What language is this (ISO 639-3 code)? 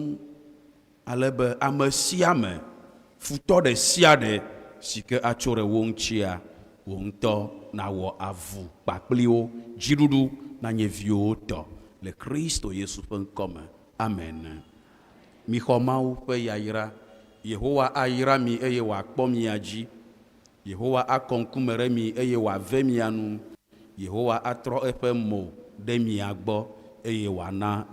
ewe